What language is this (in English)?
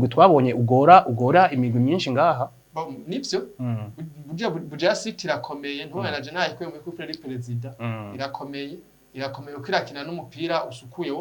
Rundi